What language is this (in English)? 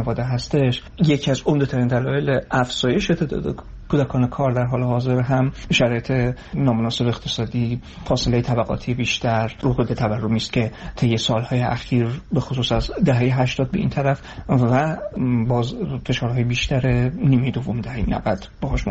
Persian